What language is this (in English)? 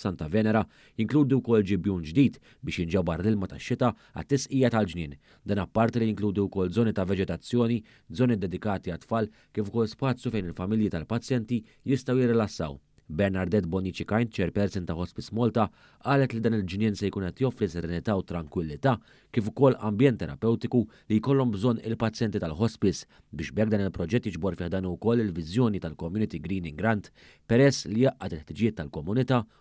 Maltese